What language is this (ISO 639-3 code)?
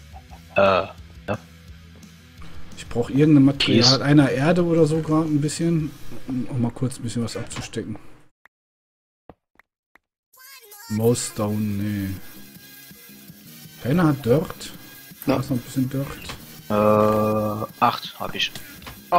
deu